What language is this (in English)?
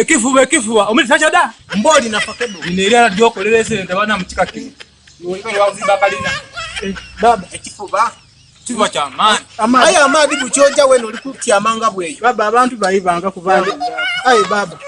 Soga